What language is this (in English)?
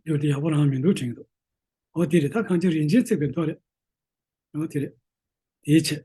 Tibetan